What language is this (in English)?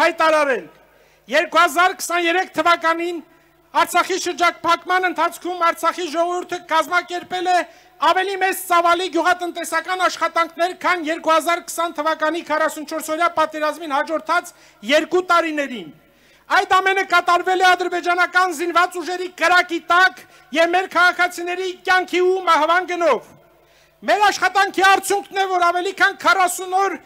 Armenian